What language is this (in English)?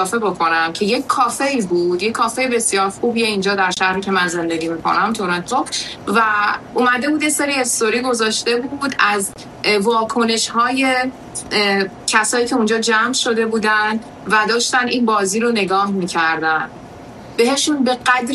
Persian